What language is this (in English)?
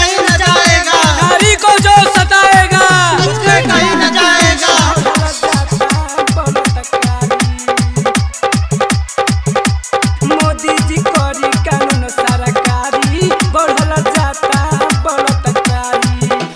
Bhojpuri